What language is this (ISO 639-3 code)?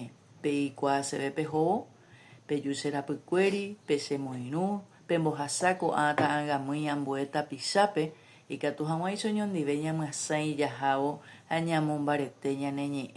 grn